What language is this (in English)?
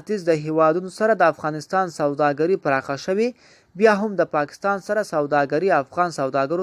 Pashto